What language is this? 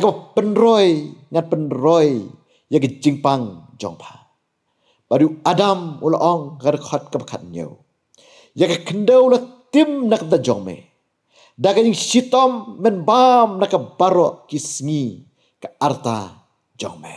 Khasi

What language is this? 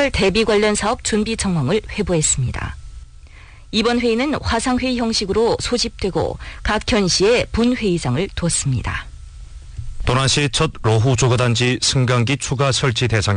Korean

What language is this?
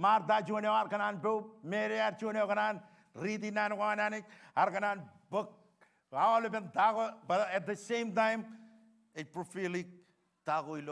Marshallese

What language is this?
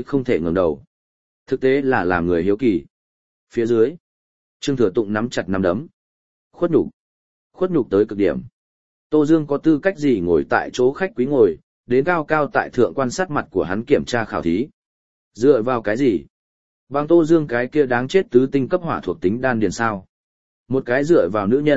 Vietnamese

